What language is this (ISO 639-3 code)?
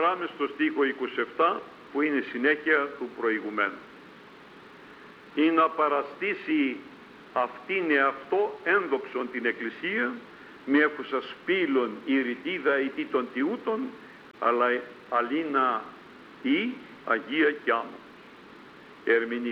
ell